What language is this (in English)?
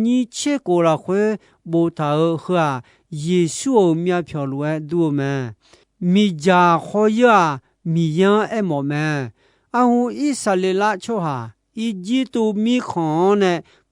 Akha